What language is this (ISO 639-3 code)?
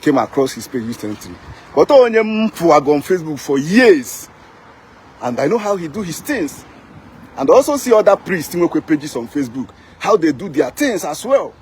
ibo